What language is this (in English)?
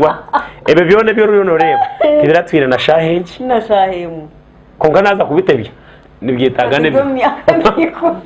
Nyankole